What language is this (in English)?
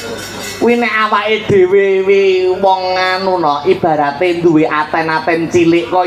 Javanese